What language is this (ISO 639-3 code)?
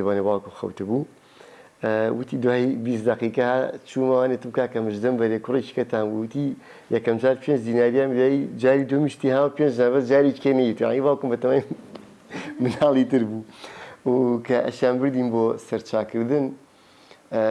ckb